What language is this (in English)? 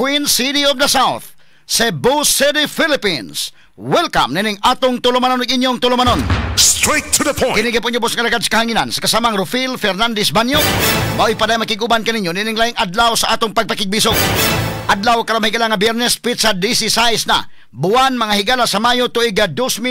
Cebuano